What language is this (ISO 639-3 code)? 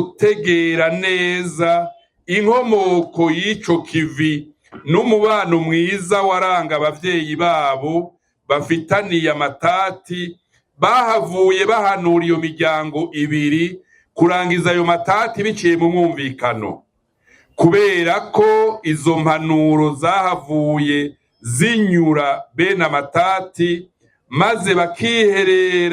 run